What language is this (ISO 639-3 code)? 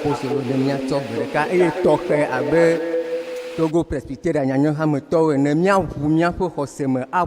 ewe